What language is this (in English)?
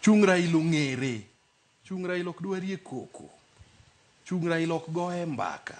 Luo (Kenya and Tanzania)